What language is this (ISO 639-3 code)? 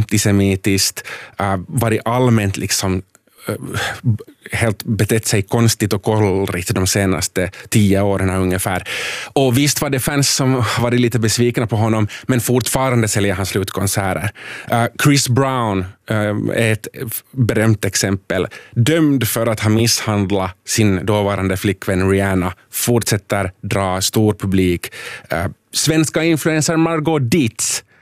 swe